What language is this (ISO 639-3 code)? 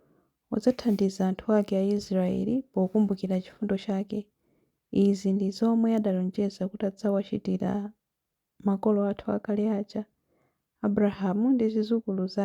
nya